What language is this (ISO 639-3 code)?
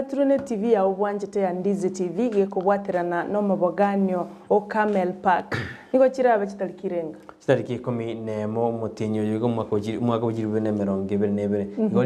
guz